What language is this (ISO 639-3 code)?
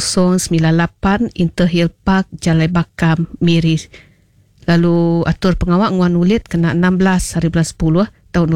iba